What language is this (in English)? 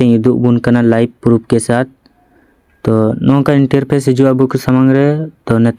Santali